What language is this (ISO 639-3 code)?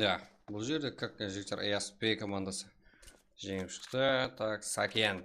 kaa